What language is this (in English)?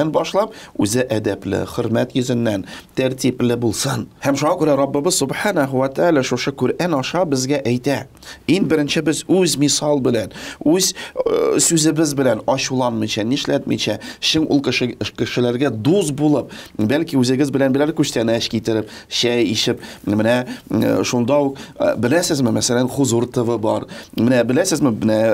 Tatar